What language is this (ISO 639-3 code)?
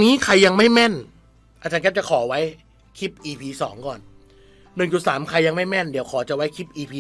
tha